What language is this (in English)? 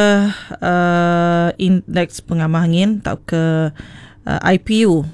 Iban